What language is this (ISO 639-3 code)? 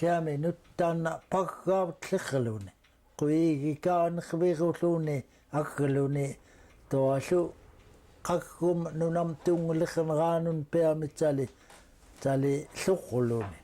esu